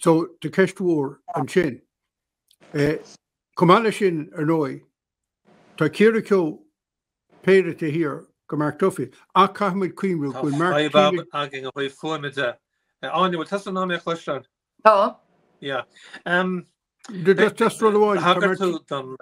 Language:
Irish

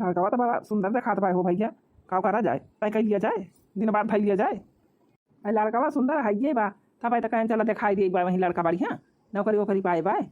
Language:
Awadhi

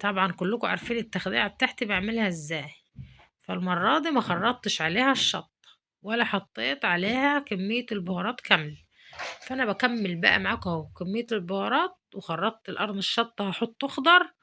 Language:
Egyptian Arabic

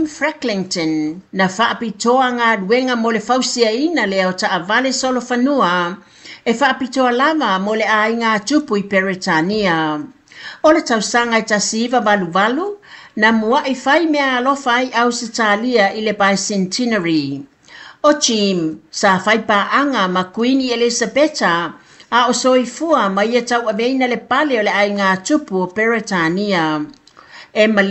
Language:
Samoan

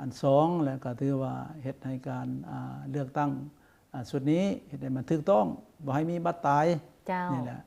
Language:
Lao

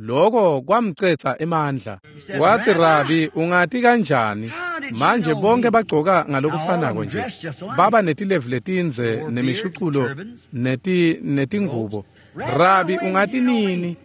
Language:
Swati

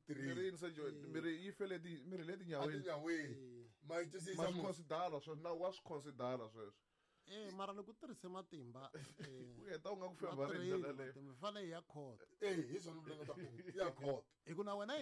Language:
Tsonga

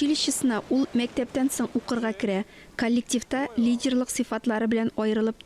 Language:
Tatar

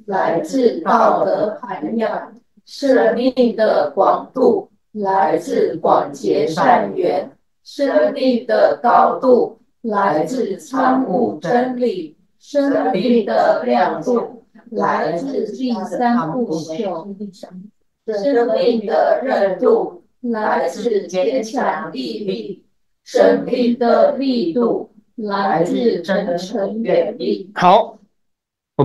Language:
Chinese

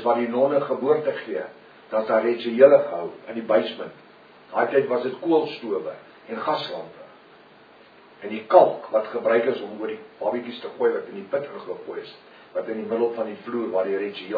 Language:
Afrikaans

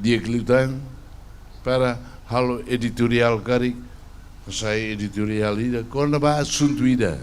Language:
Tetum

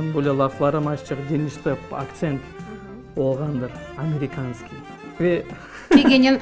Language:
Crimean Tatar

